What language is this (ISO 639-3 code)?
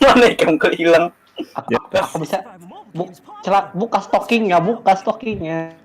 bjn